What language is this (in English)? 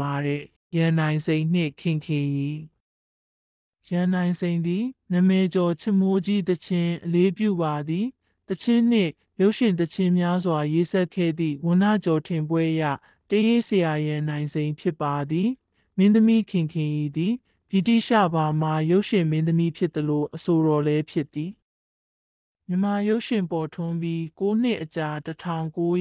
Burmese